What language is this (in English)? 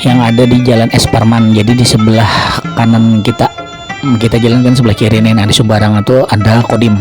Banjar